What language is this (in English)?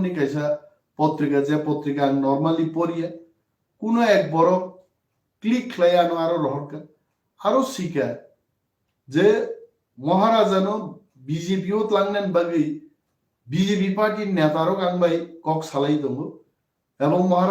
Kok Borok